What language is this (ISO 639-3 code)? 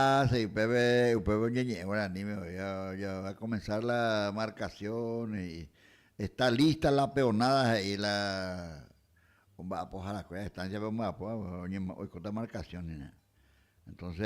grn